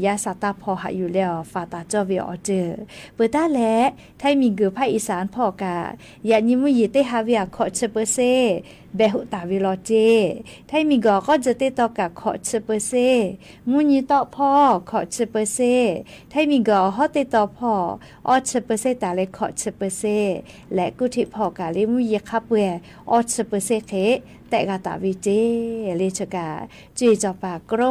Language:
Lahu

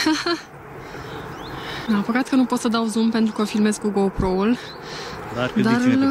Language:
Romanian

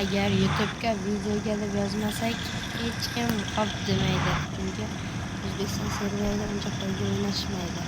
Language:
Uzbek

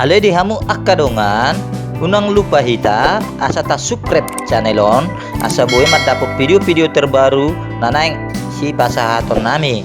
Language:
Batak Toba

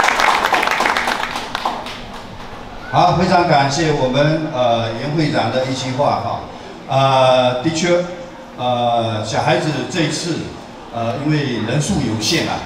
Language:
Chinese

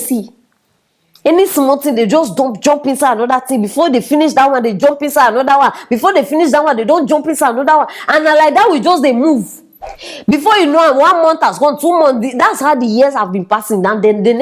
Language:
Nigerian Pidgin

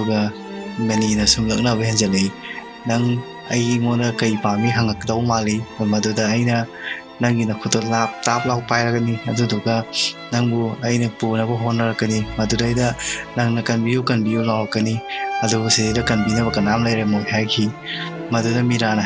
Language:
Manipuri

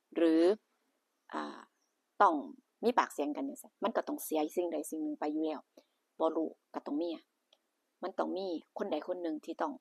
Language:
Northeastern Thai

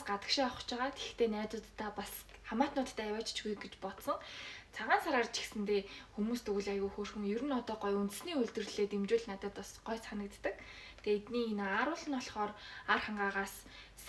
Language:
Mongolian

